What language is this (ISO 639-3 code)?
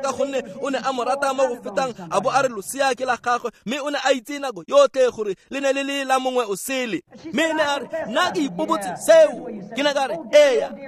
tsn